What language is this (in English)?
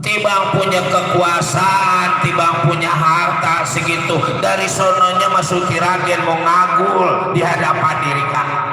Betawi